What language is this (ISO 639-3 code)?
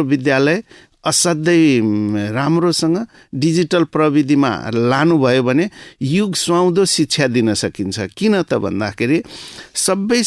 nep